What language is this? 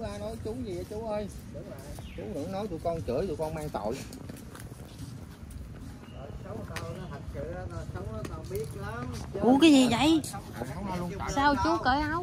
Vietnamese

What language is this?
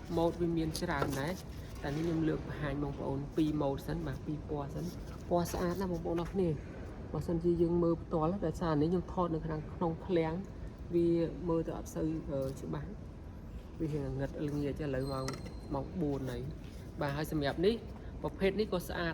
Khmer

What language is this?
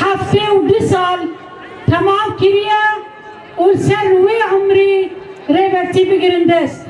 Kurdish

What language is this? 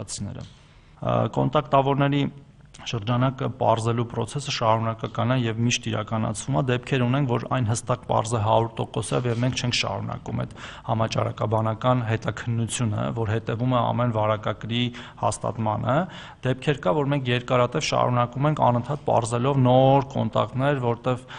Armenian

